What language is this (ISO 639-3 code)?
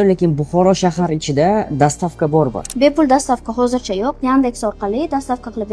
uzb